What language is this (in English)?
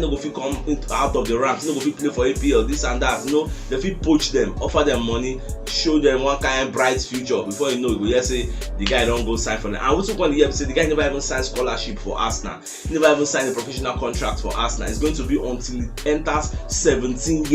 Nigerian Pidgin